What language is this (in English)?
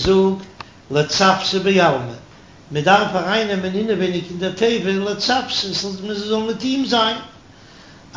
Yiddish